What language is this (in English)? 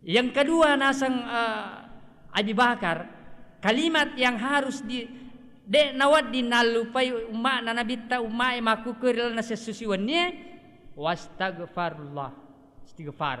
Buginese